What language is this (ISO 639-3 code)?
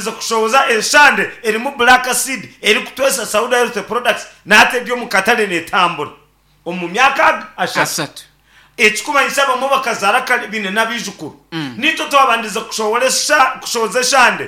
nyn